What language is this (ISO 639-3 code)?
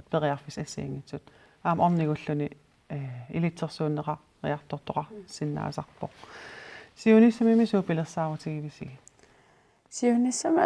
kal